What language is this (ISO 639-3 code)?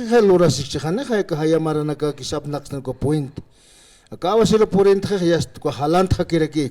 aym